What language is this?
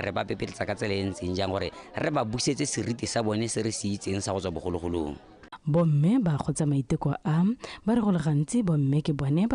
Tswana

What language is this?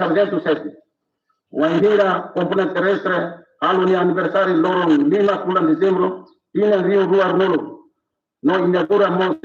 Tetum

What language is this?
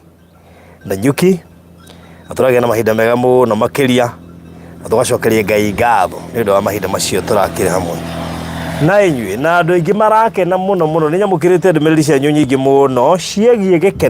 Kikuyu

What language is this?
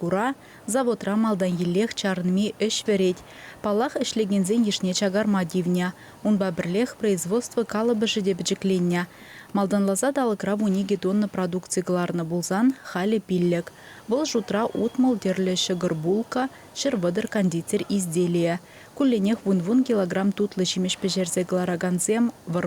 Chuvash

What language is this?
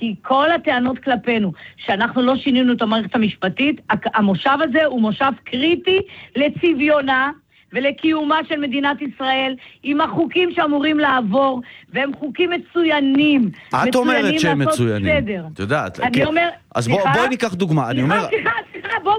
Hebrew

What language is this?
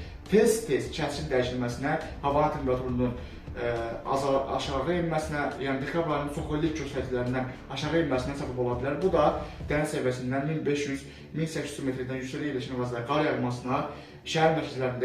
Azerbaijani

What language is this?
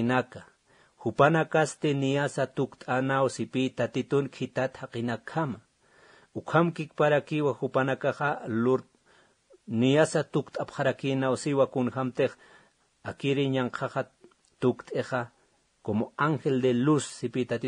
Aymara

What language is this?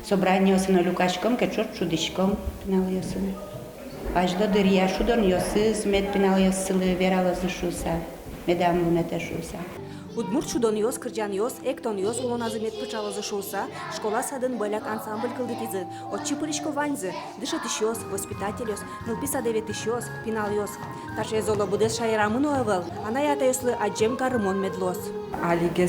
Udmurt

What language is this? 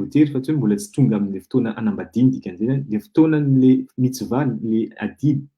Malagasy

